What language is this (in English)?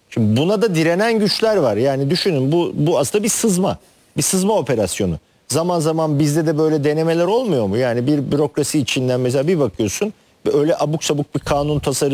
Turkish